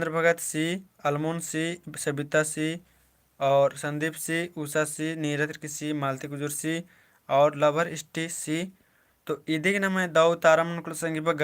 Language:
Kurukh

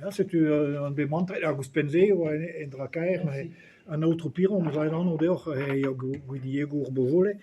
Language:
Breton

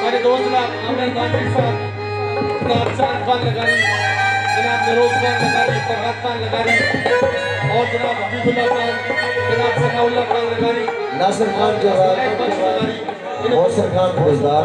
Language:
Saraiki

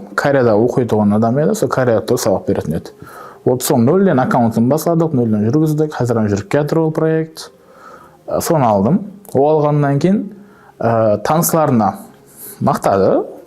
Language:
Kara-Kalpak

